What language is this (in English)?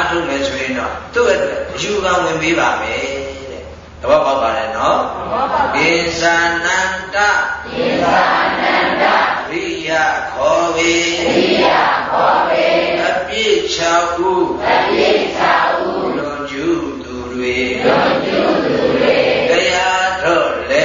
Burmese